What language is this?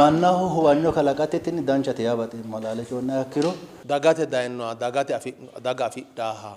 Sidamo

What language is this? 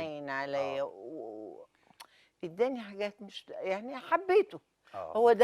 Egyptian Arabic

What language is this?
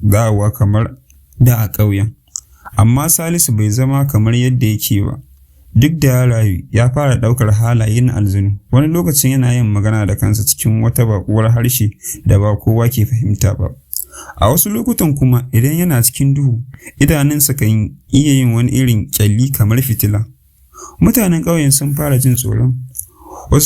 Hausa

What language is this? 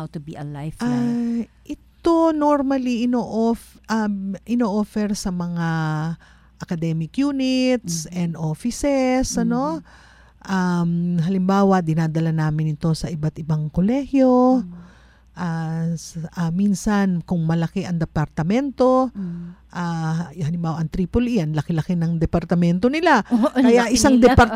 Filipino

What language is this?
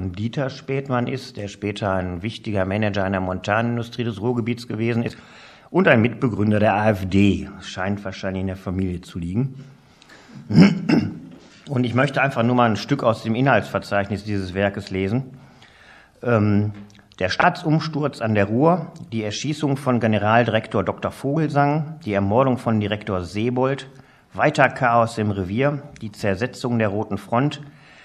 German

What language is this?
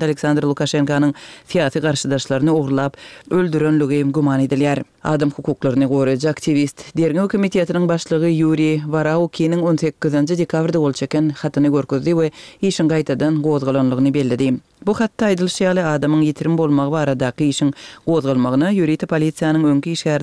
Kyrgyz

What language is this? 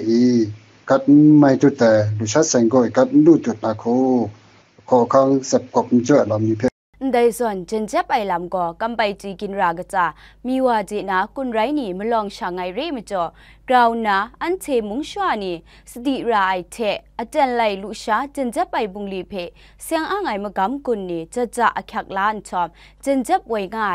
Kachin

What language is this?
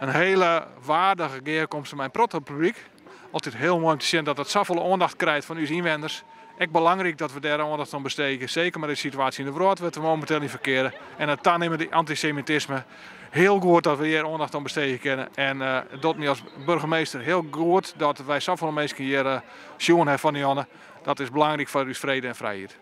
Western Frisian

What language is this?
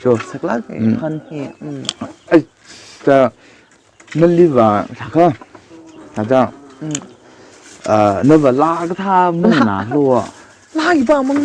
Tangkhul Naga (India)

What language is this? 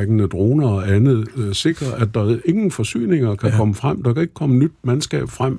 Danish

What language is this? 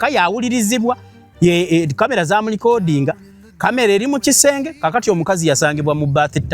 Ganda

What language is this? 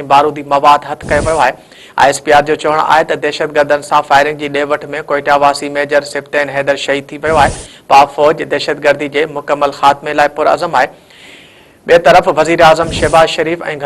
Sindhi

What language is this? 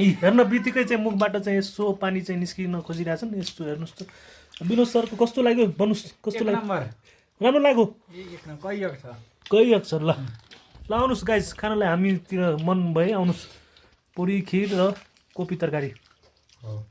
Nepali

